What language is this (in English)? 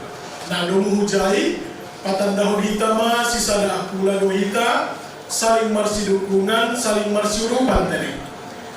Batak Simalungun